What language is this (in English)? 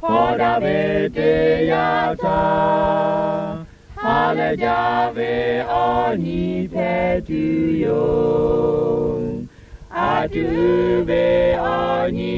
Lahu